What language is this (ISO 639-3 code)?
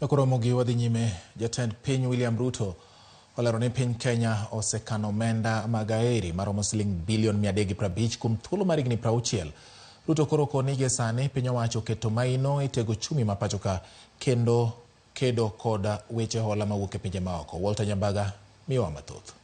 luo